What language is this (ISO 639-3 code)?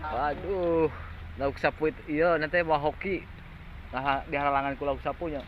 sun